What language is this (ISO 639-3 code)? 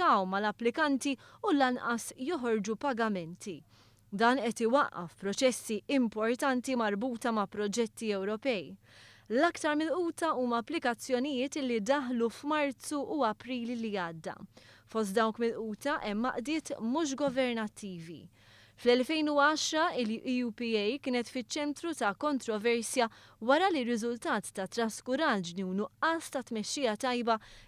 mlt